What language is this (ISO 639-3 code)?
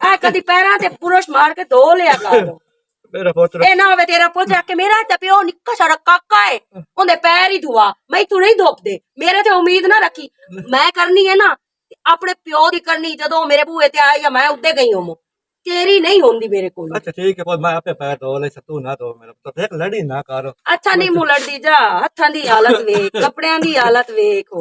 lah